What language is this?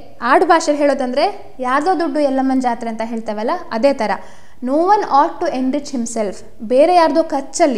Kannada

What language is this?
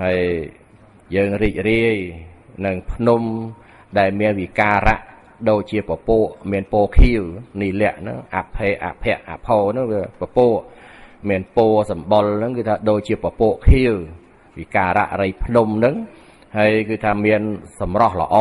Khmer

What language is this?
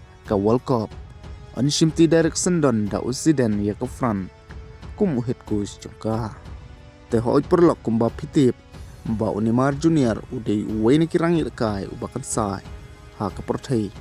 Khasi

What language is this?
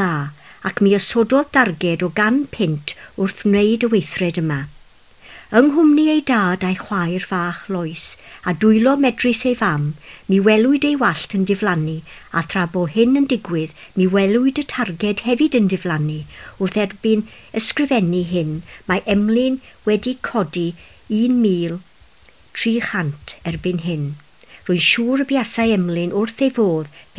Welsh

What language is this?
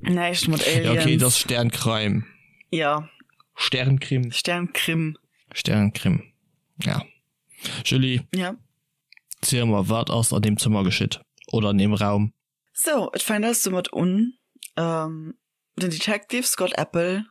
Luxembourgish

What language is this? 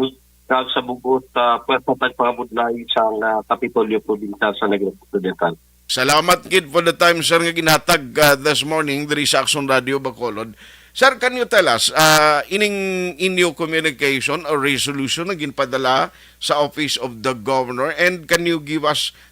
Hiligaynon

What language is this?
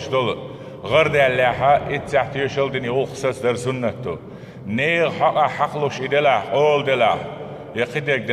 Chechen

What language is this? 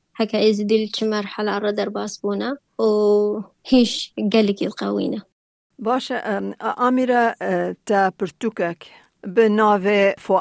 Kurdish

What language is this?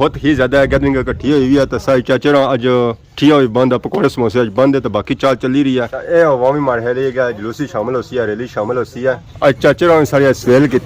Pahari-Potwari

